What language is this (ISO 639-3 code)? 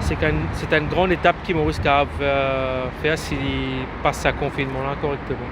mfe